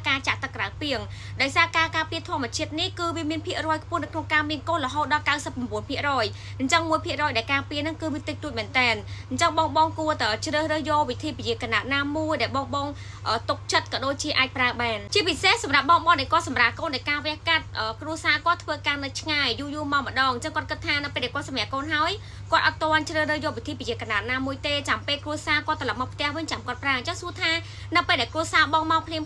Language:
Khmer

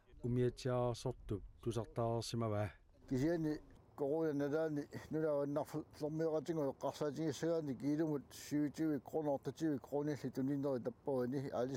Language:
Kalaallisut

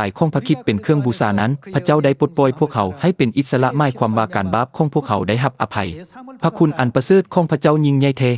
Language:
Lao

